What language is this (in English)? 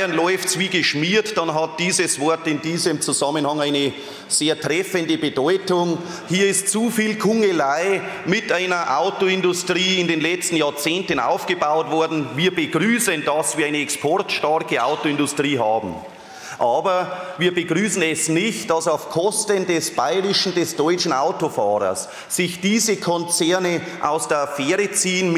German